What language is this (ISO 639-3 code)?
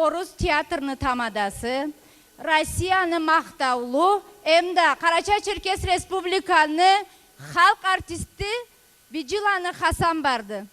krc